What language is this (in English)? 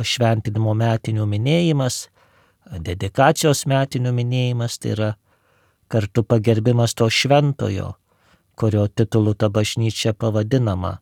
Lithuanian